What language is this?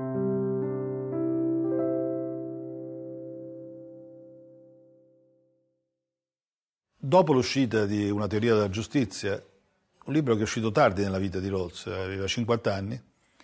Italian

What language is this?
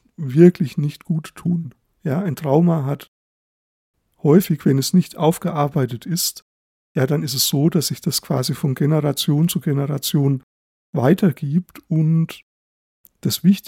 German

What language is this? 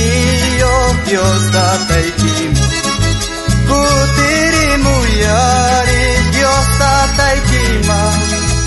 South Bolivian Quechua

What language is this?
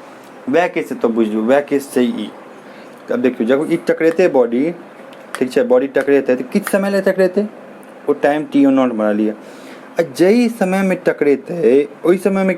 Maithili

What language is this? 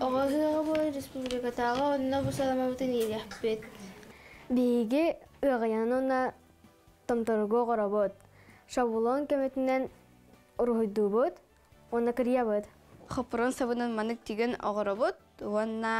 Yakut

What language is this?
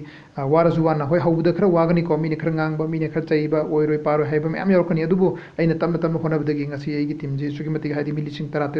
Manipuri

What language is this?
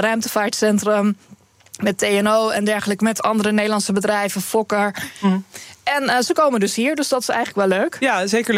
Dutch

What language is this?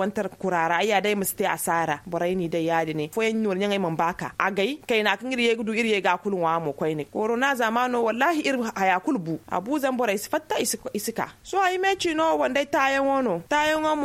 Zarma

